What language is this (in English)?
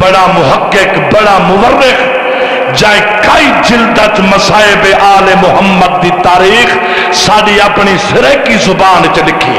Saraiki